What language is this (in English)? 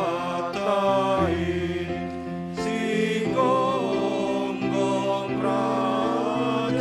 Batak Simalungun